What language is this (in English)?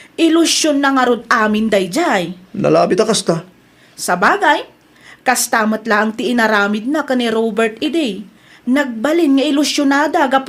Iloko